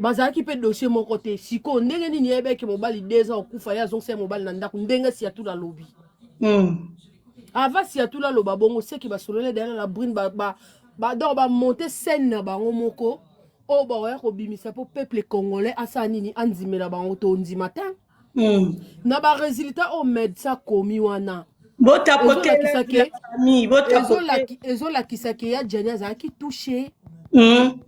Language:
Lingala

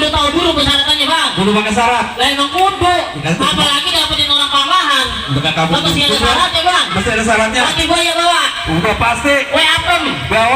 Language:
Betawi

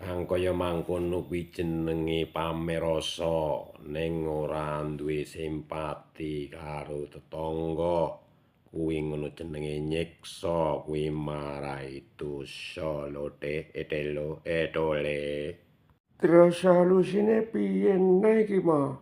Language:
Javanese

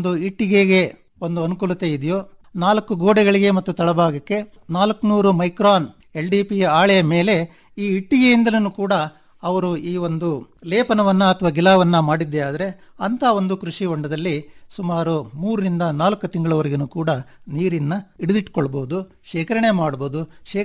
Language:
Kannada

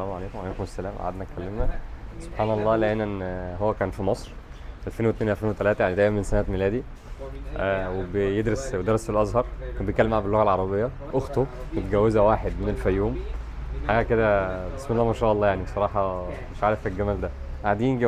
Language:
Egyptian Arabic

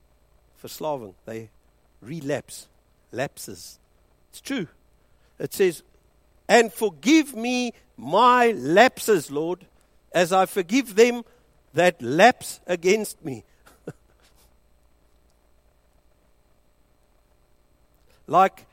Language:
Afrikaans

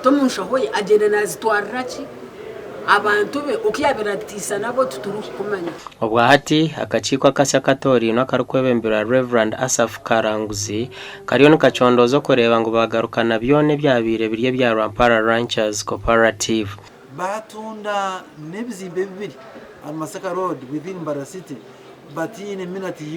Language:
Nyankole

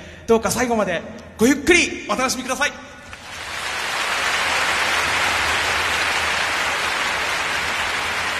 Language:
Japanese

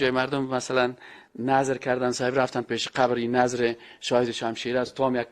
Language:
Persian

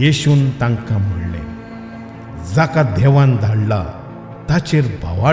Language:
Konkani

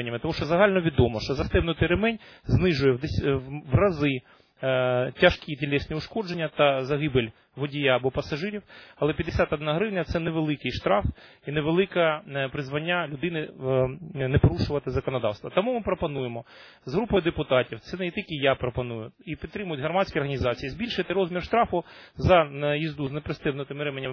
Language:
Ukrainian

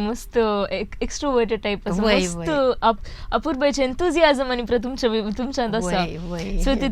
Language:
Konkani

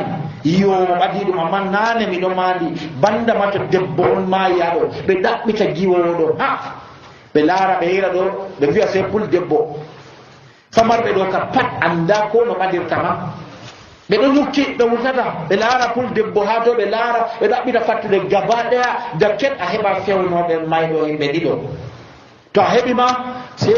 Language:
Nigerian Fulfulde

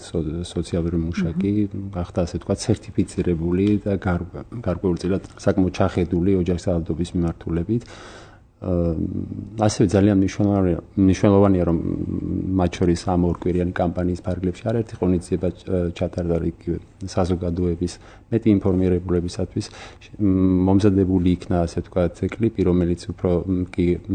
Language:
Georgian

